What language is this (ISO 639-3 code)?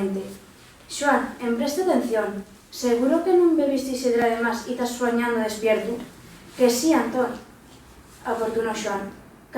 ast